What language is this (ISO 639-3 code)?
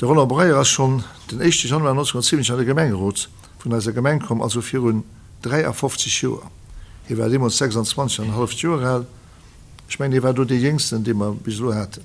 ltz